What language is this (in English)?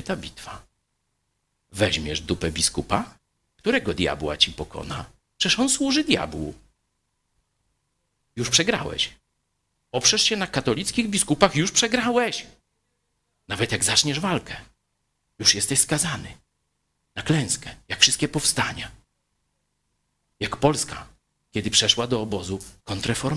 Polish